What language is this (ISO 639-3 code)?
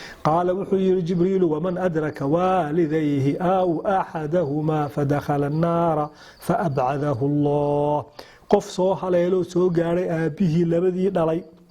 som